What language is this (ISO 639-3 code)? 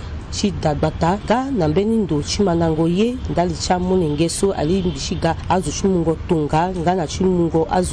sag